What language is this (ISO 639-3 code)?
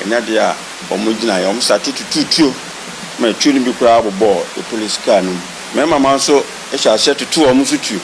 aka